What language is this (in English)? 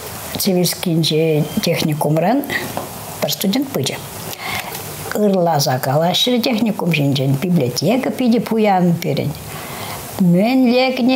Chuvash